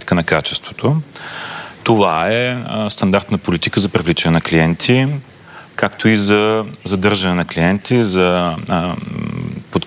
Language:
Bulgarian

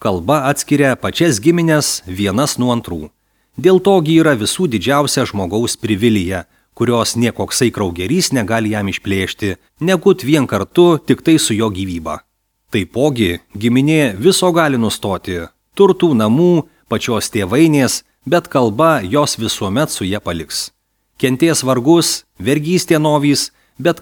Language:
Lithuanian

